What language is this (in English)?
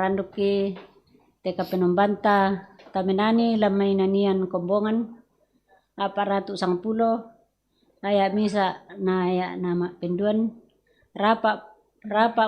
Toraja-Sa'dan